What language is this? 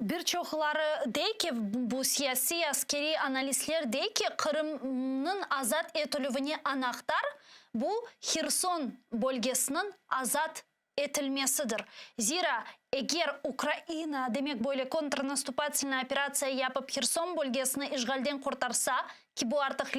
Crimean Tatar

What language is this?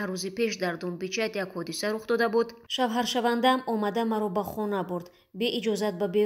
Tajik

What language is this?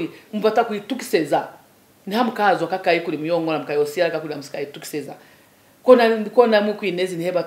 Lozi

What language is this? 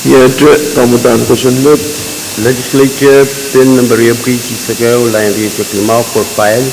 Pohnpeian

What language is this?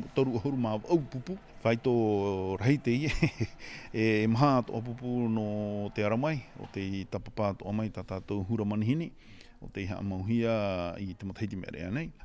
Tahitian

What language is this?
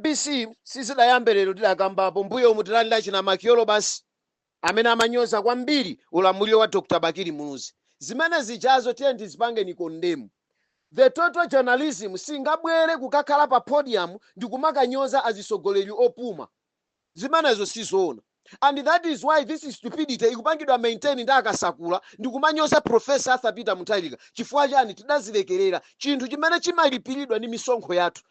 Nyanja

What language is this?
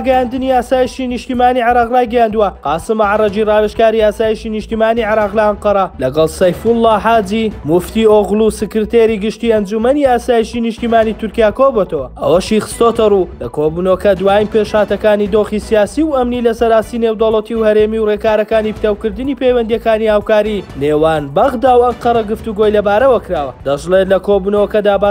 Central Kurdish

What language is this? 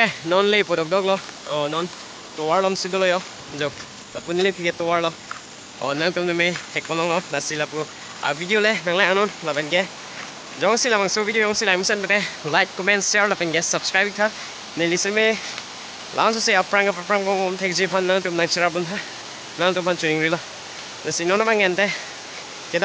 Karbi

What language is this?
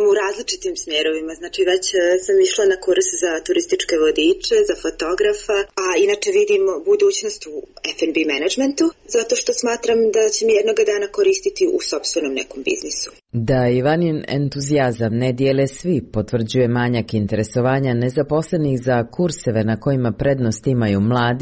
Serbian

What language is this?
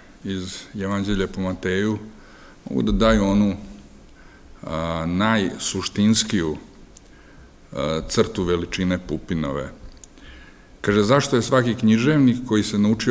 Serbian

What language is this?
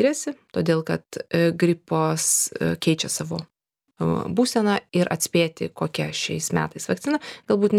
Lithuanian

